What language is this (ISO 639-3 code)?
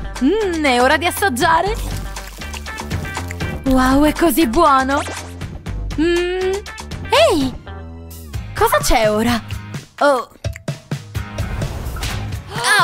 ita